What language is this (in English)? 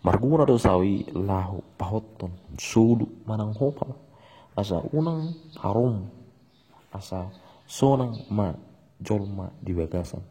Batak Toba